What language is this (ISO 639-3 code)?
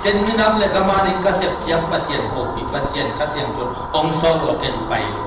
ctd